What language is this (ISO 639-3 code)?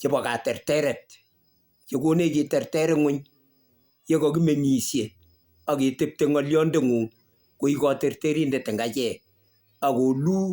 kln